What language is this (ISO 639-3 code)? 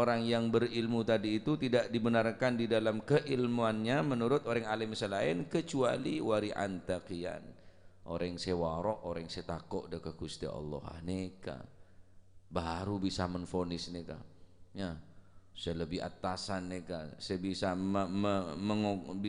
mad